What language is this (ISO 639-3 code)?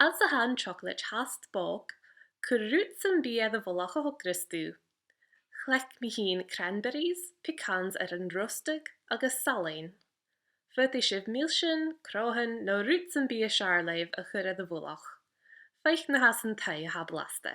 gla